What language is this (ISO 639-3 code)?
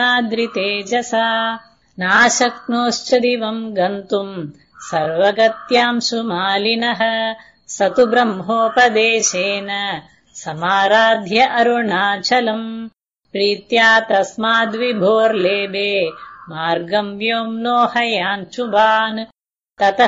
san